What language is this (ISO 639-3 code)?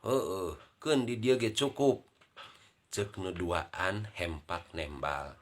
sun